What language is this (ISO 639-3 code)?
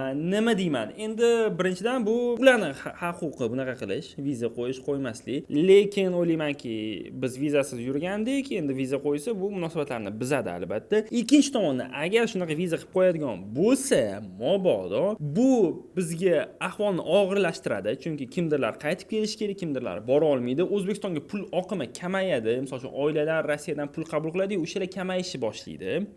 uzb